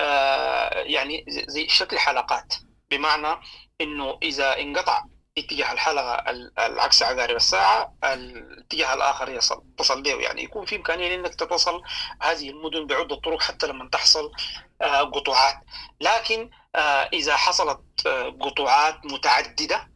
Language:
Sudanese Arabic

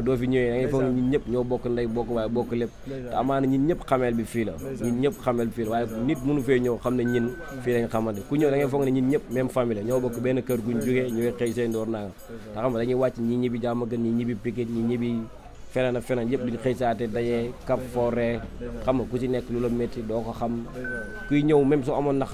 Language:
Wolof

